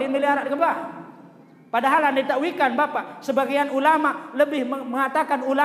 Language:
Sasak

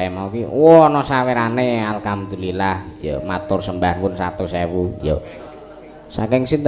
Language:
Javanese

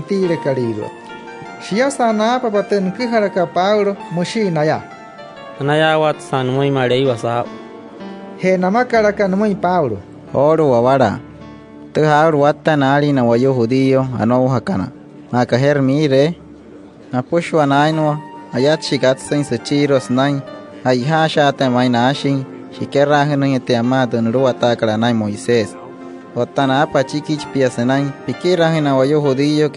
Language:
Wayuu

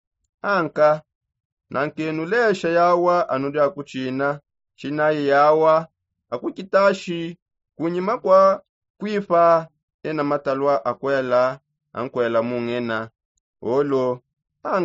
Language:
Songe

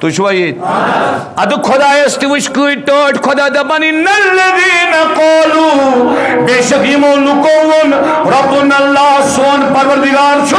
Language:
Kashmiri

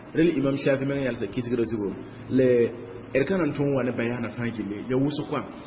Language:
Mossi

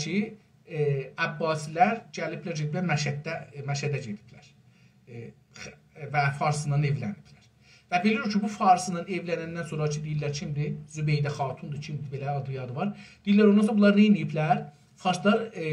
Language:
South Azerbaijani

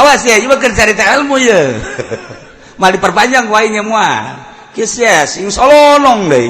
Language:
Sundanese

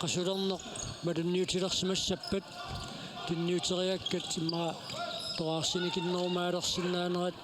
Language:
Kalaallisut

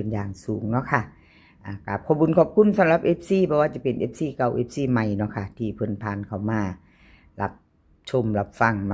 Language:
Northeastern Thai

